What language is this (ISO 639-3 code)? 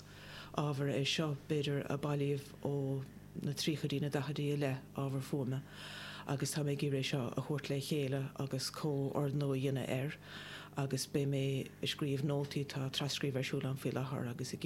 gle